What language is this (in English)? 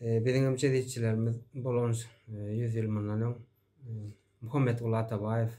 Turkmen